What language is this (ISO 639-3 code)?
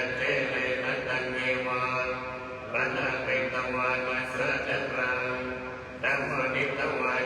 pli